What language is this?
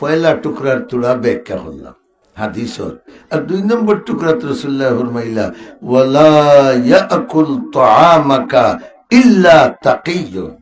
Sylheti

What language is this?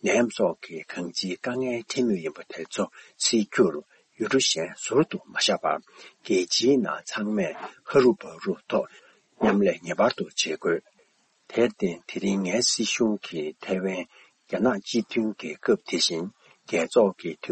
Tibetan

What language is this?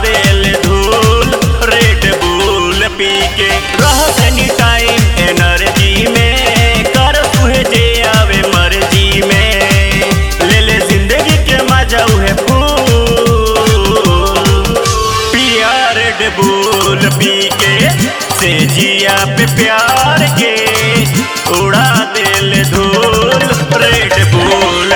Bhojpuri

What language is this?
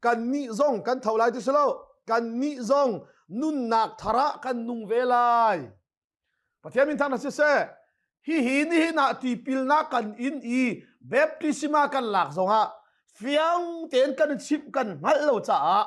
Hakha Chin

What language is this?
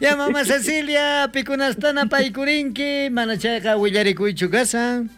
South Bolivian Quechua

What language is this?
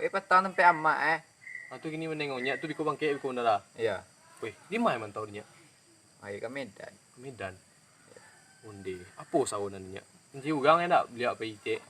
Minangkabau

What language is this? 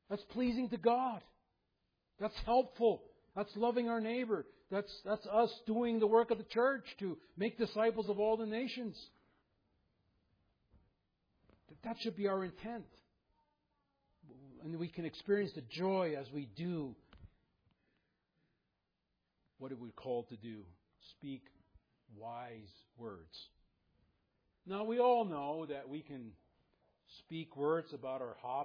English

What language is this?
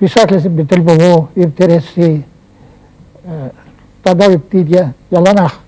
Chuvash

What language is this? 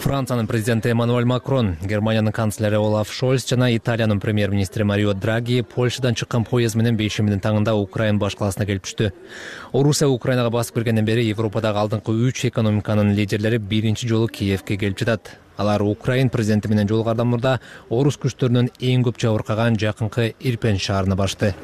Kyrgyz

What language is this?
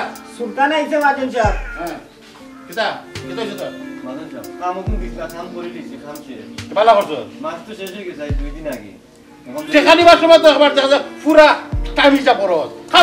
Sylheti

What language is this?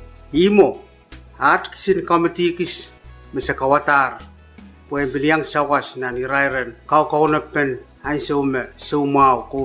Pohnpeian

